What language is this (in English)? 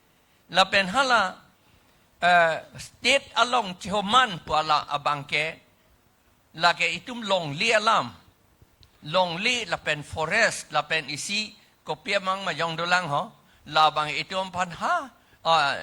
Karbi